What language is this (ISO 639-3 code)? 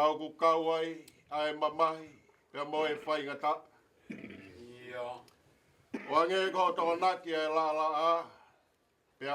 ton